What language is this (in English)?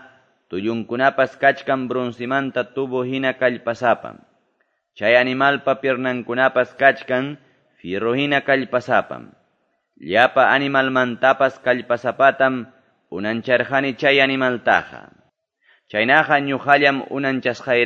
Quechua